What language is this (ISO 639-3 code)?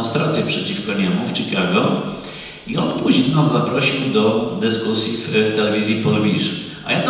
pol